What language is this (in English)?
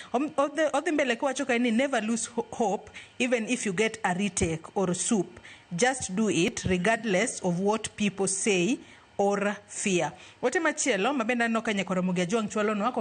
Luo (Kenya and Tanzania)